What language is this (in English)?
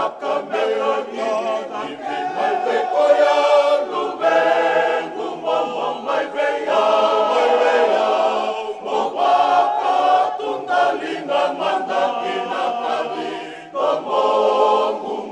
Fijian